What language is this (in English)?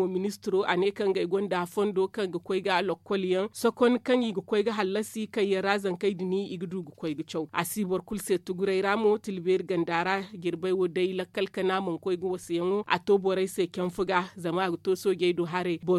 Zarma